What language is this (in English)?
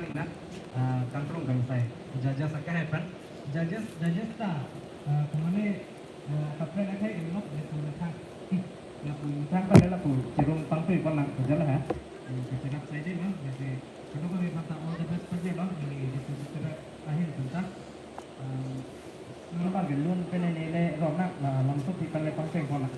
Karbi